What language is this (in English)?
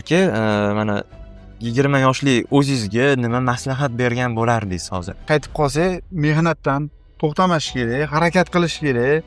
Uzbek